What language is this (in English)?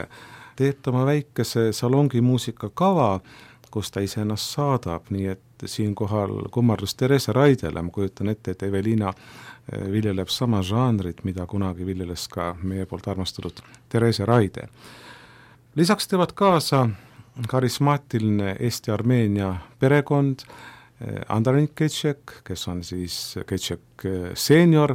Estonian